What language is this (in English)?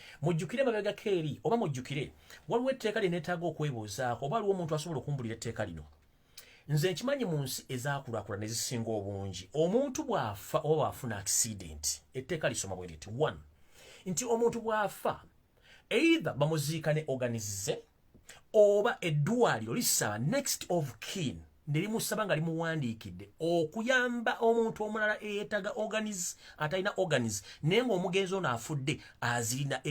Ganda